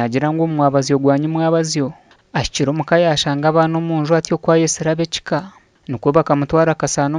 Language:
Nyankole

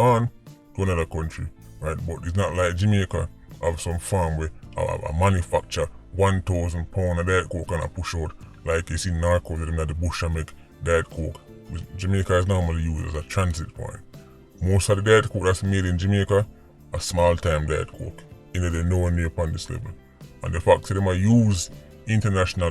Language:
Jamaican Creole English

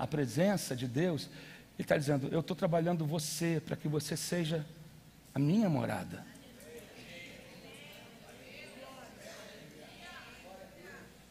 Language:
Portuguese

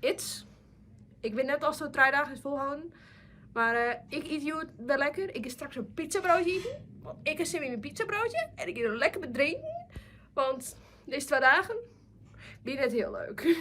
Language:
Western Frisian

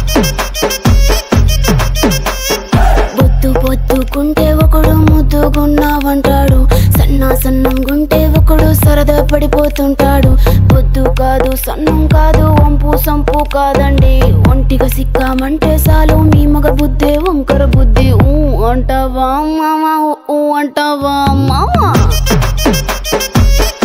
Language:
Telugu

